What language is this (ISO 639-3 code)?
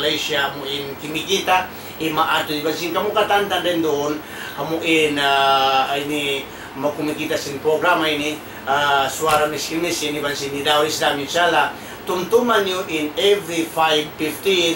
tsg